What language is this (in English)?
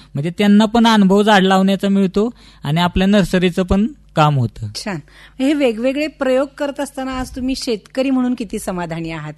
Marathi